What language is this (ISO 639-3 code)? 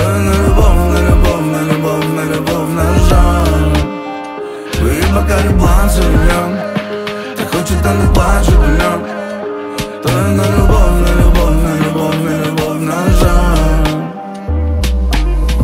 ukr